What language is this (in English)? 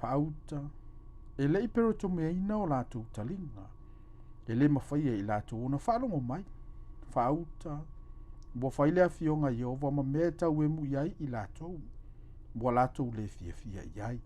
Samoan